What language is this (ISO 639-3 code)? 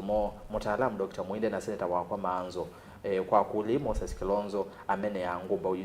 kam